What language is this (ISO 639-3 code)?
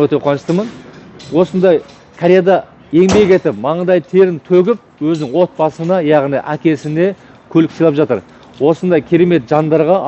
kaz